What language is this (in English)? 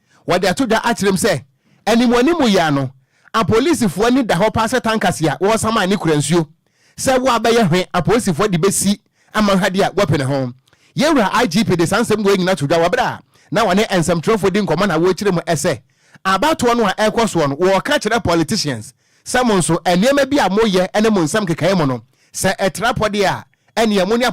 Akan